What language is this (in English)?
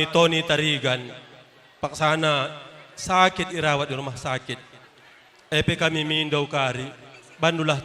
Batak Karo